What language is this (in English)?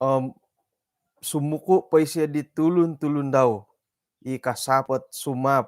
Central Dusun